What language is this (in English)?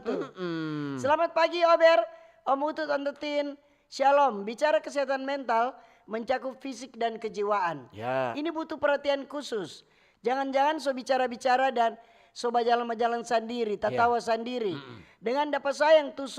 Manado Malay